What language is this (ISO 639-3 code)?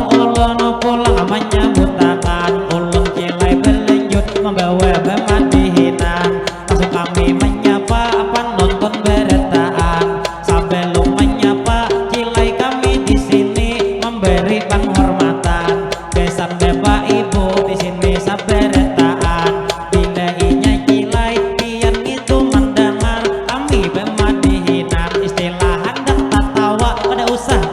bjn